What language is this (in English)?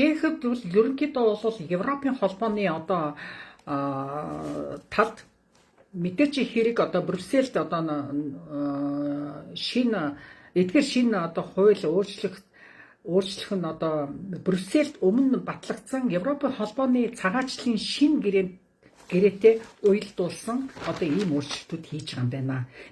Mongolian